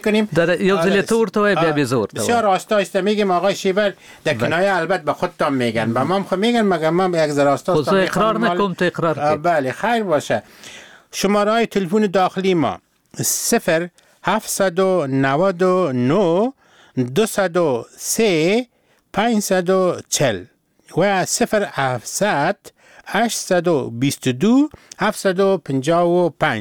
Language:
Persian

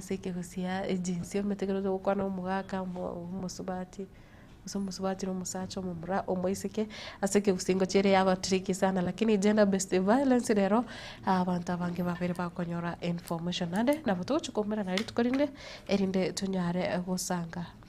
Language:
Gusii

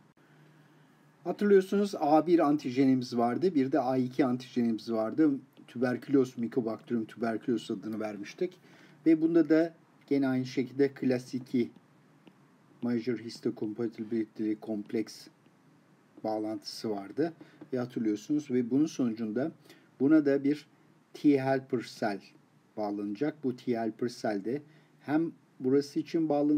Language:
Turkish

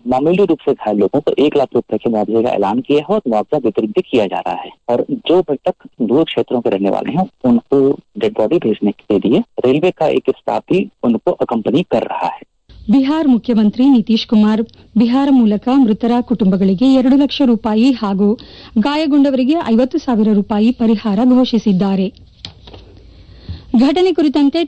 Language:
Kannada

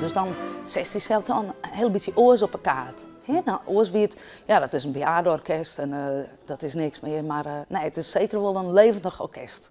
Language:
Western Frisian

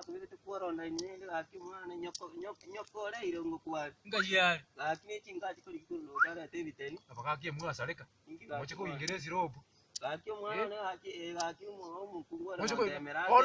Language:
Gusii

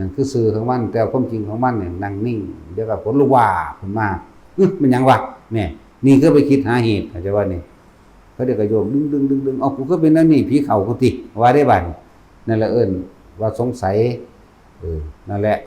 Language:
Northeastern Thai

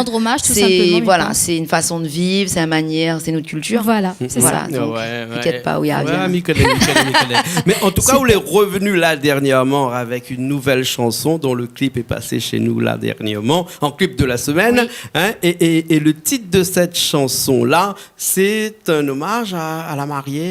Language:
Réunion Creole French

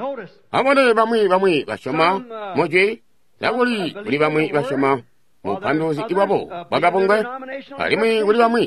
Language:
Tonga (Zambia)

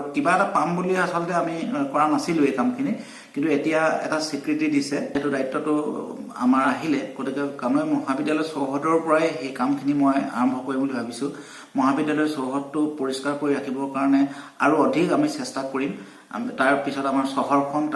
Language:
Assamese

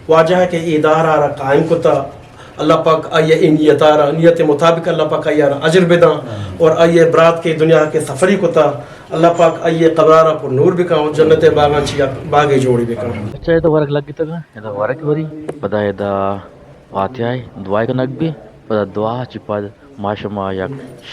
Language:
Eastern Balochi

